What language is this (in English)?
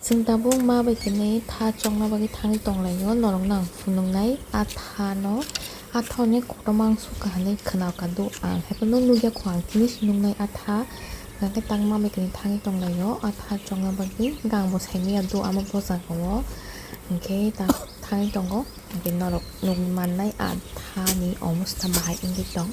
Kok Borok